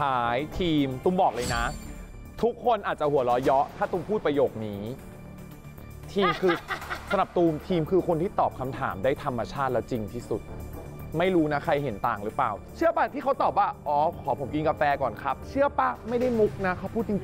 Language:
Thai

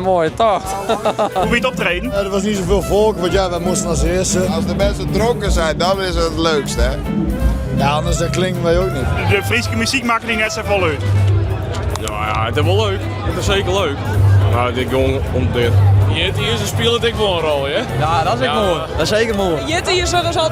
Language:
Western Frisian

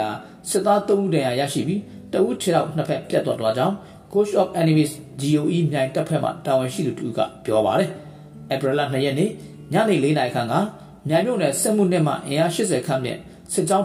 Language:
Burmese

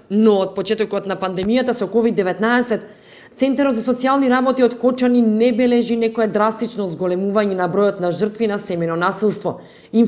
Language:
Macedonian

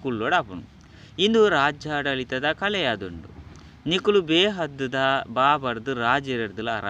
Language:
Tulu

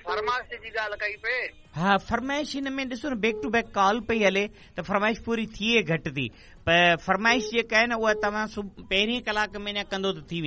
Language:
Sindhi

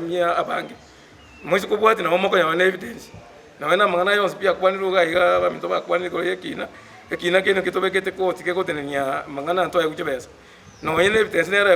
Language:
Gusii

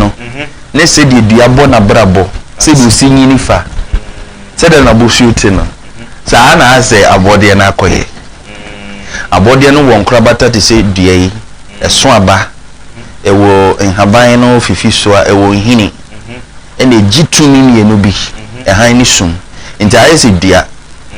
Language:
Akan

